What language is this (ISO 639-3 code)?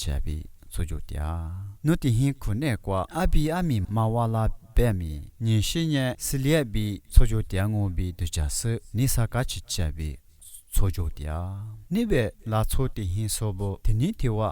lis